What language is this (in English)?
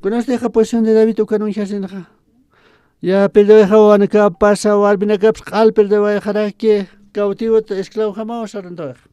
Aymara